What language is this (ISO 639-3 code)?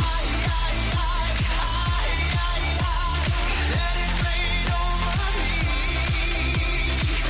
fra